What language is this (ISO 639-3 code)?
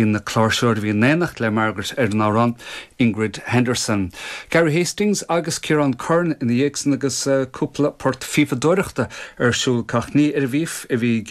gle